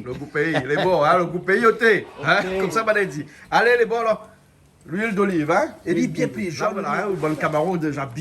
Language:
Réunion Creole French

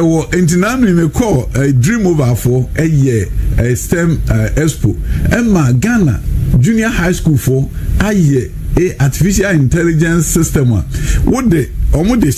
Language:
Akan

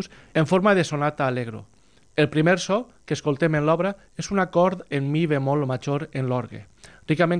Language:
Catalan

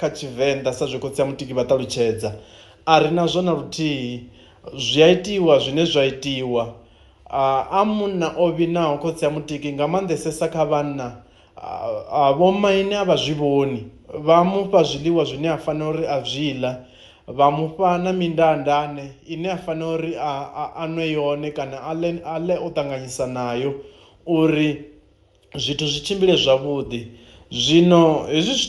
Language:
Venda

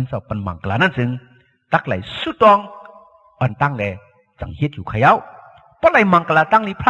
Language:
Shan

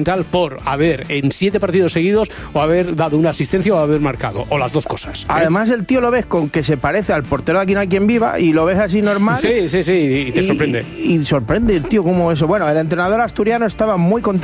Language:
Spanish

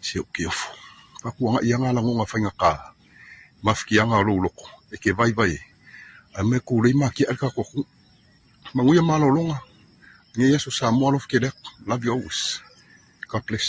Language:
Samoan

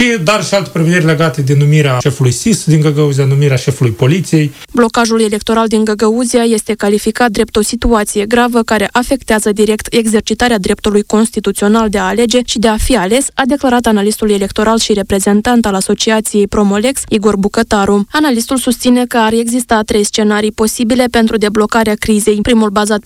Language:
Romanian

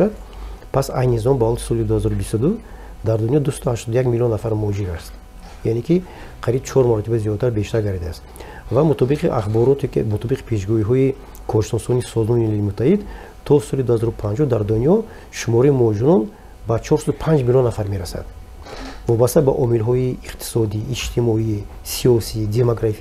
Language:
Tajik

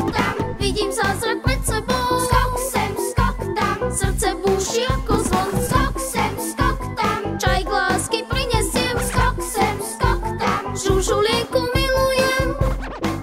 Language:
Slovak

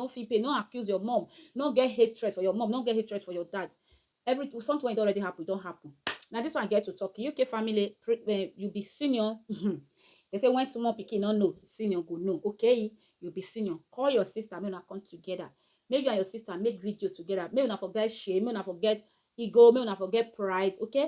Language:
Nigerian Pidgin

